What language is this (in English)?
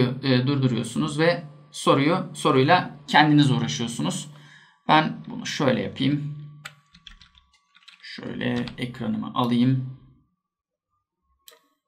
Turkish